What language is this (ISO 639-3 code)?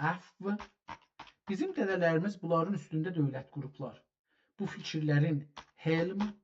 azb